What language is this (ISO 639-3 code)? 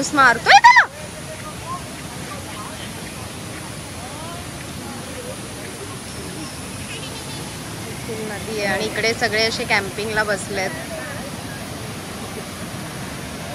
mar